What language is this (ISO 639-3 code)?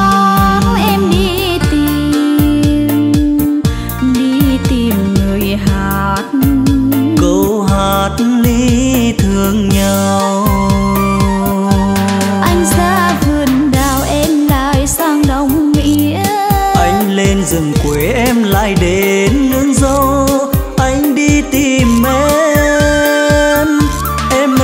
vie